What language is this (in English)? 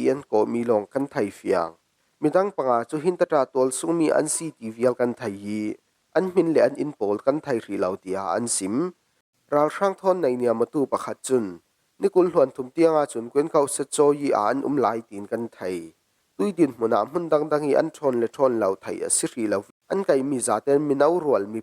Falam Chin